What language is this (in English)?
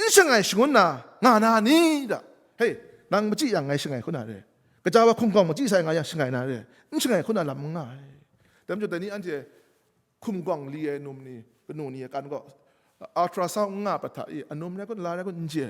Kachin